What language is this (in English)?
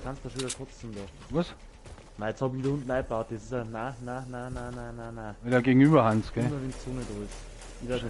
Bavarian